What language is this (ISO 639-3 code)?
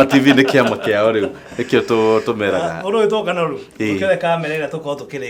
kik